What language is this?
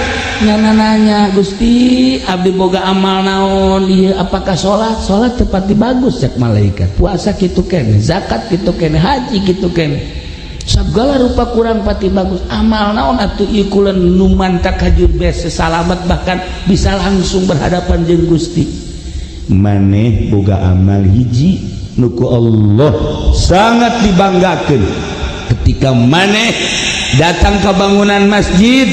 Sundanese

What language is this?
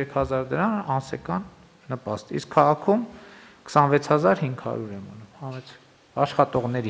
Armenian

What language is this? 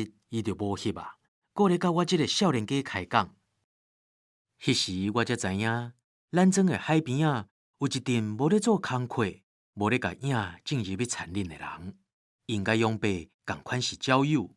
Min Nan Chinese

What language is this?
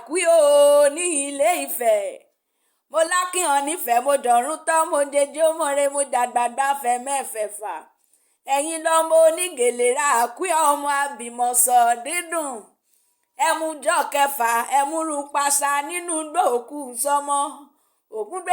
Yoruba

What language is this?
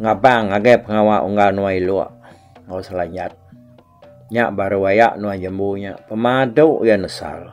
Iban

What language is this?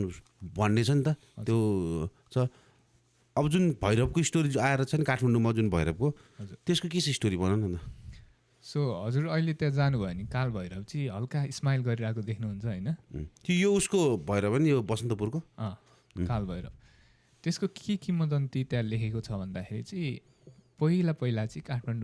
Nepali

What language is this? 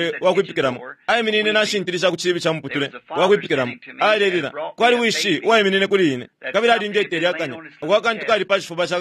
Bemba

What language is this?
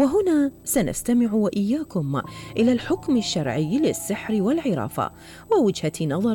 Arabic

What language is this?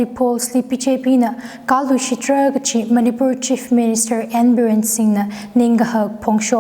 Tangkhul Naga (India)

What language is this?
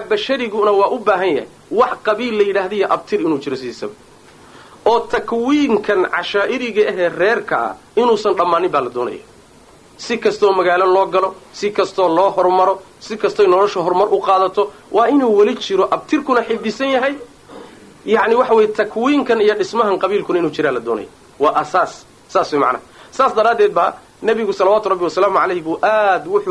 Somali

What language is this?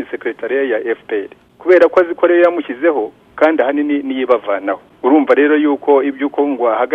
Kinyarwanda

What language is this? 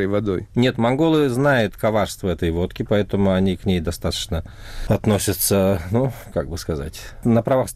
Russian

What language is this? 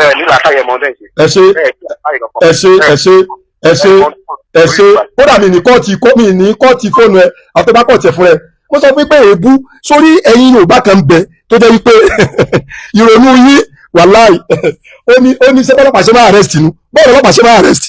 Yoruba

